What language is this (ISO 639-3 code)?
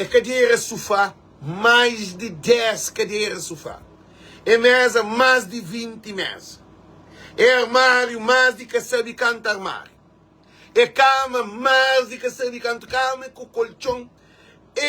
kea